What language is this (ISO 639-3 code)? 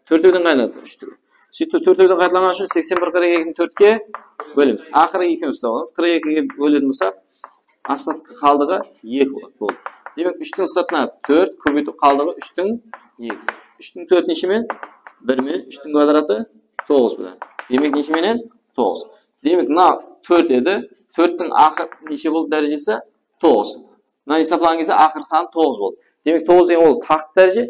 kaa